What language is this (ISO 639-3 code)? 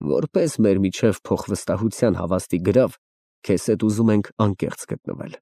hye